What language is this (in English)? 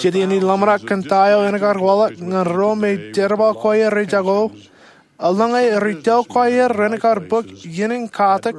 Marshallese